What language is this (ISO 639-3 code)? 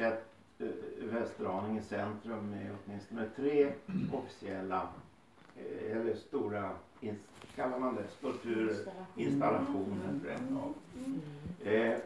swe